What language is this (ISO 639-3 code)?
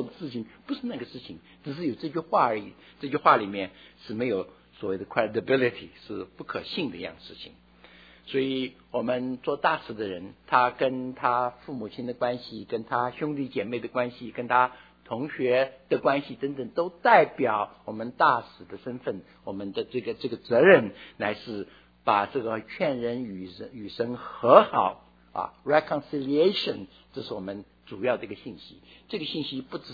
zho